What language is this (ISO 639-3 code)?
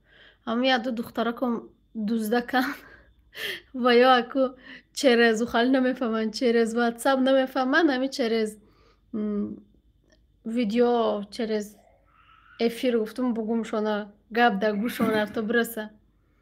tgk